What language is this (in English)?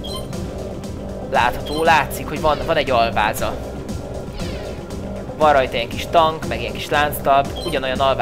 Hungarian